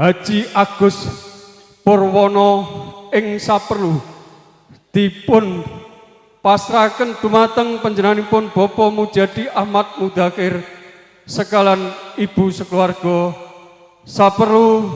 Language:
Javanese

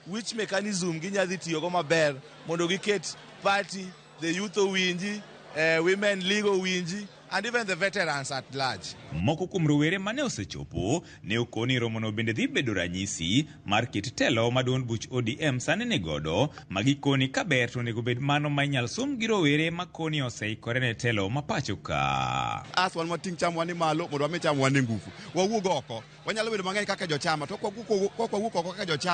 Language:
Luo (Kenya and Tanzania)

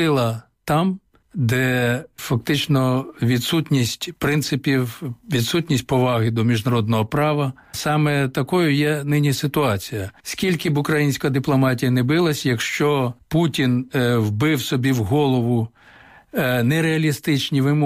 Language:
Ukrainian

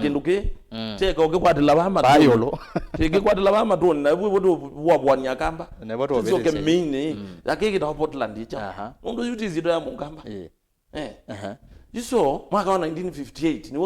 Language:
Kamba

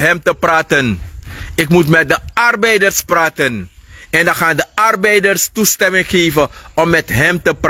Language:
Sranan Tongo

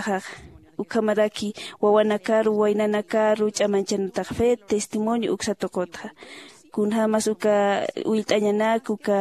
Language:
Aymara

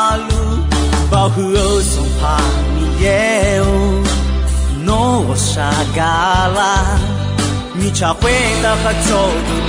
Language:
Akha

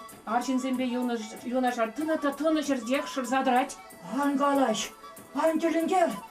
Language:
Chuvash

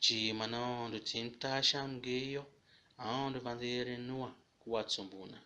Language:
Tiv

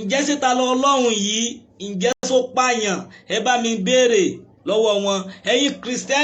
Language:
Yoruba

